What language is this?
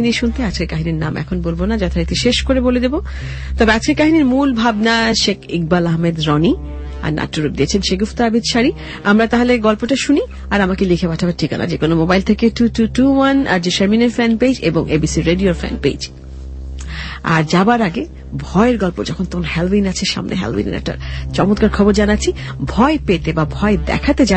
Bangla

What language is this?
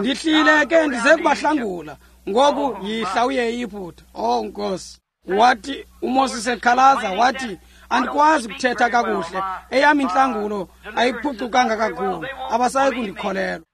Xhosa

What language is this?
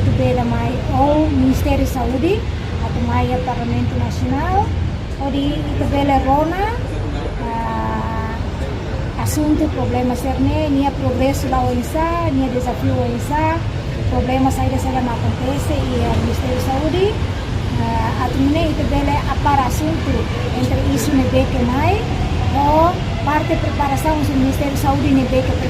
Tetum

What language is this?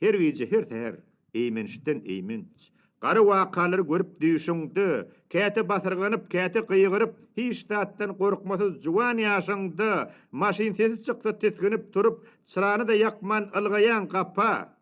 Turkmen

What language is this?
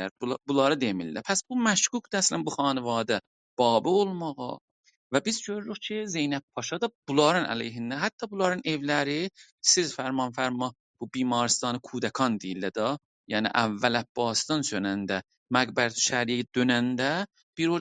South Azerbaijani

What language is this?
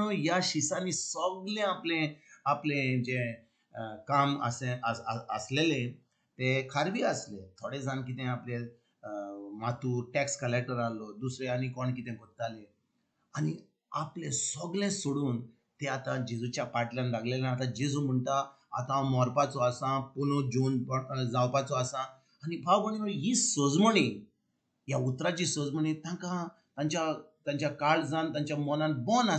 Konkani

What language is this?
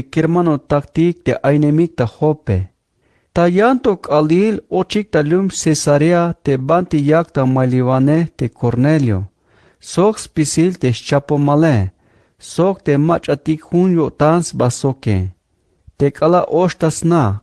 Tzeltal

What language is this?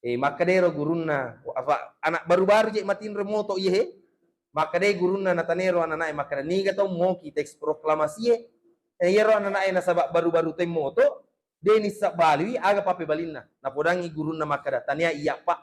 Buginese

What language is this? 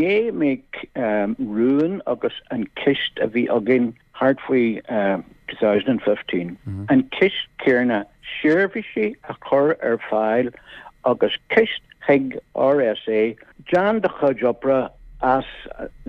Irish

